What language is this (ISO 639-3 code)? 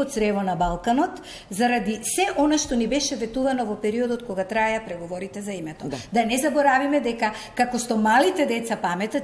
mkd